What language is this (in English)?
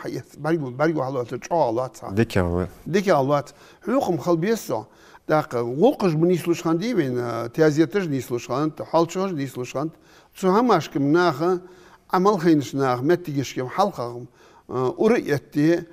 Ingush